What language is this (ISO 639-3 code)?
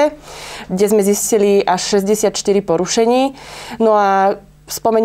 slk